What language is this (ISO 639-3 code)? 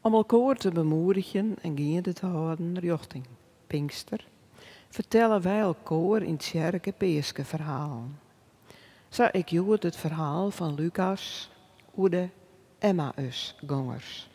fry